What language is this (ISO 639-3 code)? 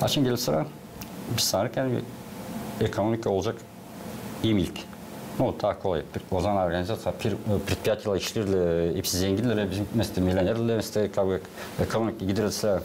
gag